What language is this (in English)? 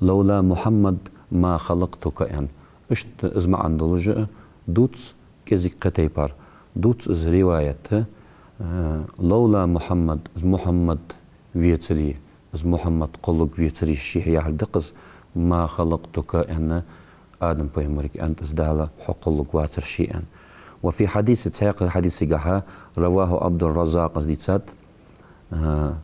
Ingush